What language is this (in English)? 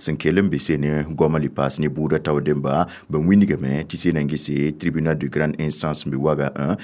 Mossi